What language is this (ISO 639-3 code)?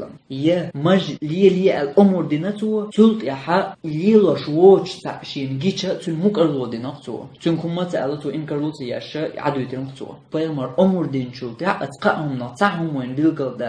che